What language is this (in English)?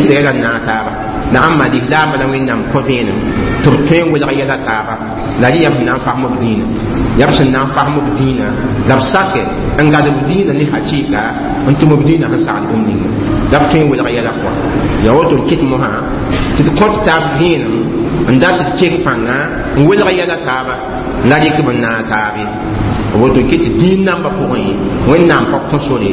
Mossi